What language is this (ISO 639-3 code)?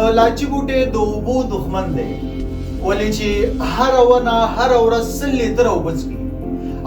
pus